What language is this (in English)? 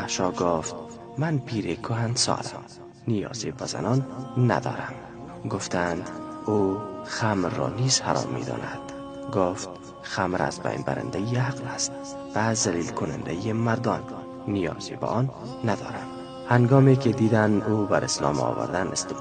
Tajik